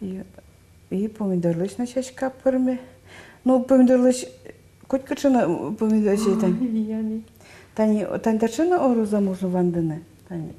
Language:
Udmurt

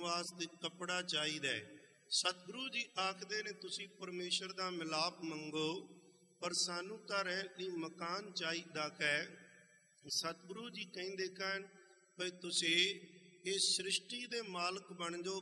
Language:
Punjabi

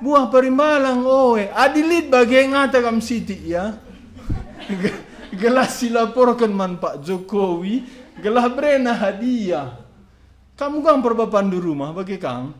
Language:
Batak Karo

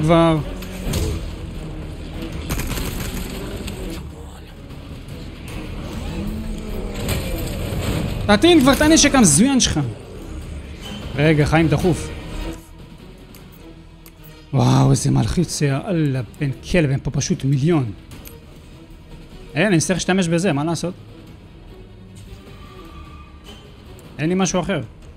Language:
Hebrew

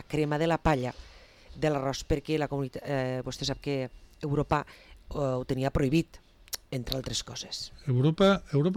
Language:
Catalan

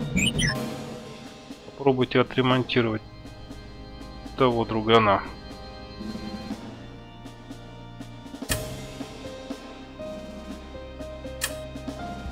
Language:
Russian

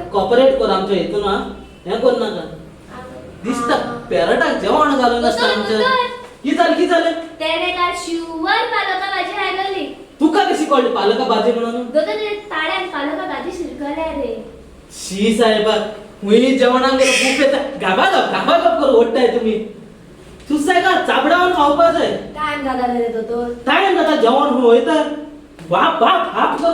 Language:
Konkani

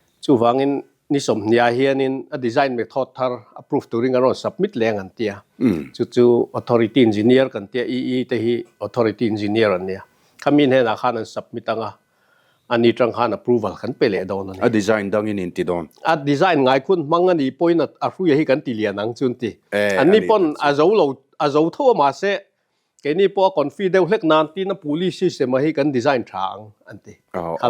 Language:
Mizo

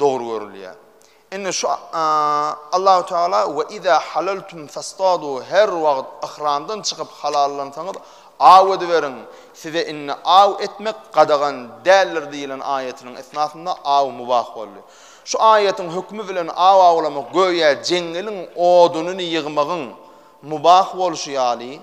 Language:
Turkmen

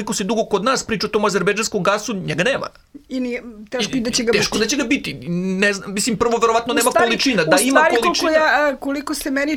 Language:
Serbian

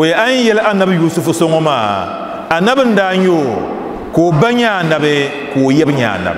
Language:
Dagbani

